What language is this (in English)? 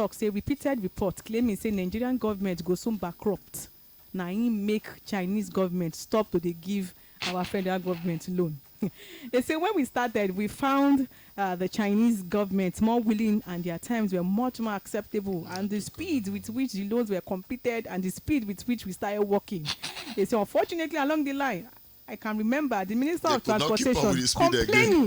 Nigerian Pidgin